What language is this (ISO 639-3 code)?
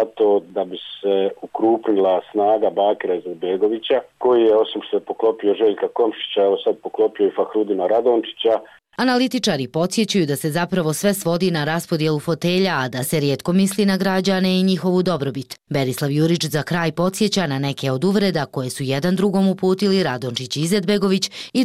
bos